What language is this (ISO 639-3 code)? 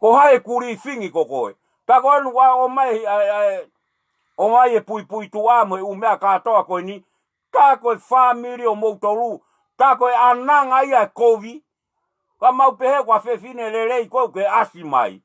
ton